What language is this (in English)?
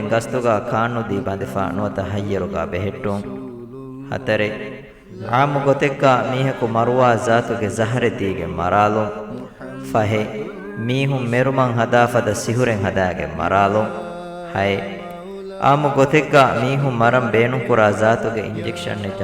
Divehi